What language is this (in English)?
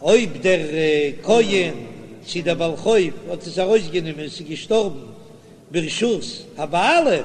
Yiddish